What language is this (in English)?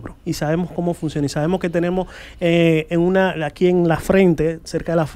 Spanish